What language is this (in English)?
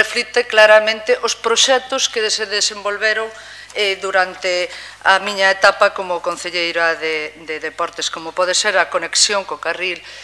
Galician